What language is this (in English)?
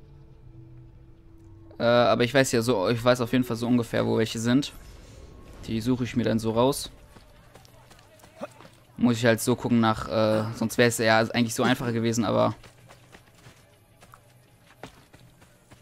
German